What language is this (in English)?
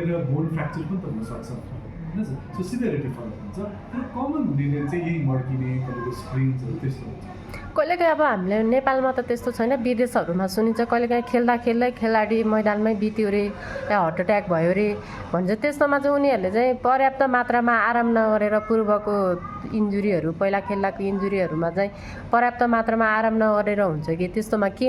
Nepali